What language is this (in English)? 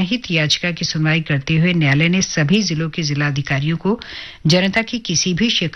Hindi